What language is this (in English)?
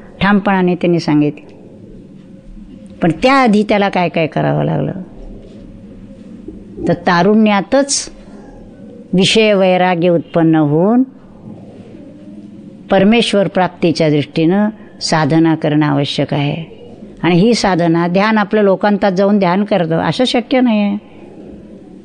Marathi